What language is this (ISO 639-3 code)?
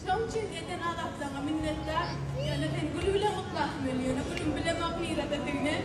tuk